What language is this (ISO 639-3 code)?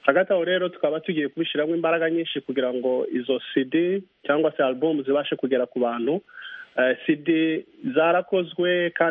kin